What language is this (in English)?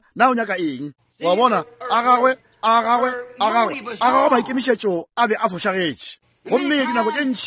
Northern Sotho